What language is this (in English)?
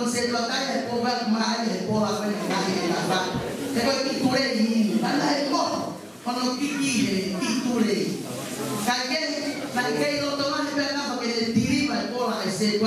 Tongan